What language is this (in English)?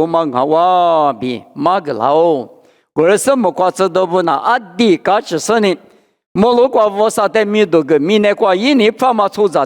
Lisu